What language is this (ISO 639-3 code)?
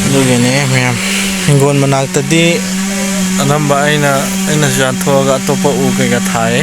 mni